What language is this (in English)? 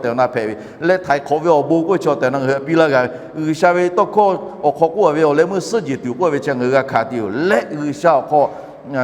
Lahu